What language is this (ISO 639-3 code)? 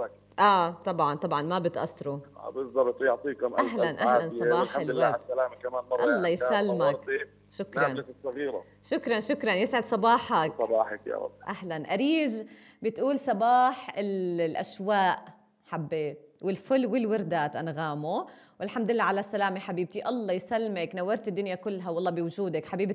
apc